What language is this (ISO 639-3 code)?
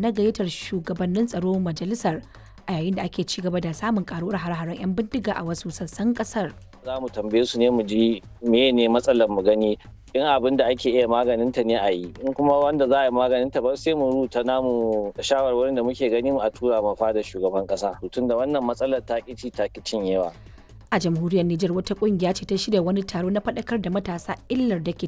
hau